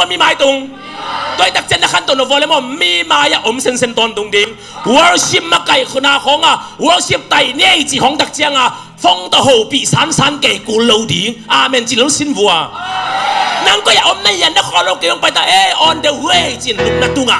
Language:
Tedim Chin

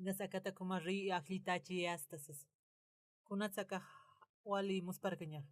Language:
Aymara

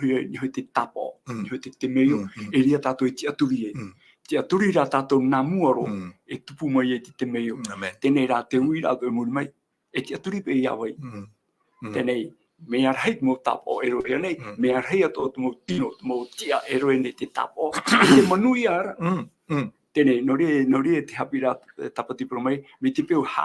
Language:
Tahitian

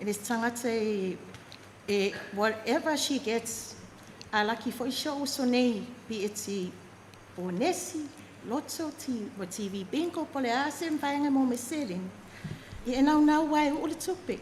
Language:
Samoan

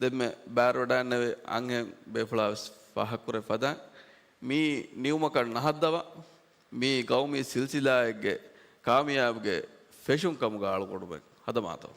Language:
Divehi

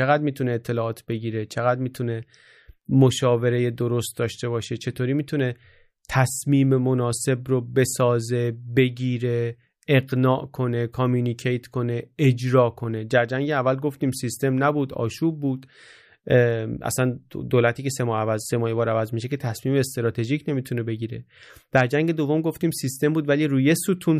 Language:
Persian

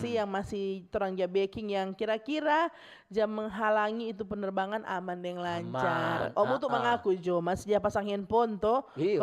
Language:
Manado Malay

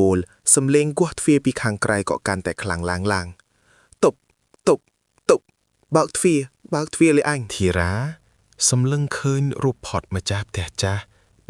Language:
Khmer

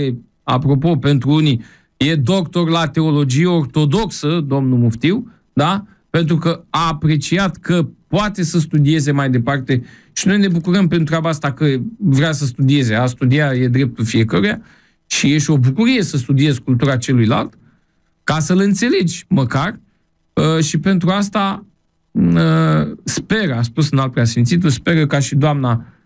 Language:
Romanian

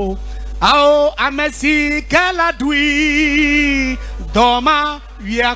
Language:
Ewe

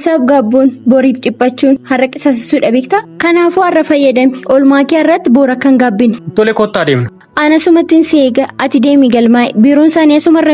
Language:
Oromo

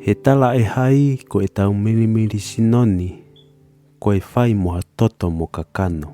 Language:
Tongan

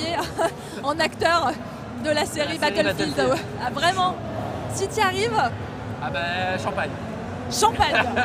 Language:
French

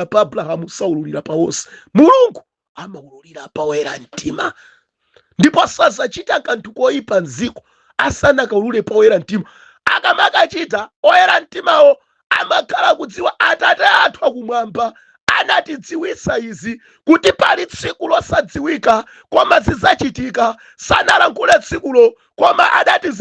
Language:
Nyanja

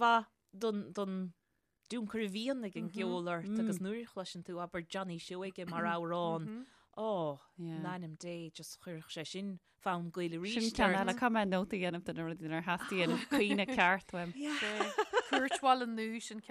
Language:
Irish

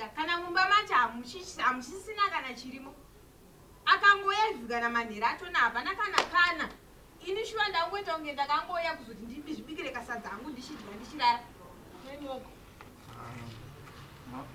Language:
Shona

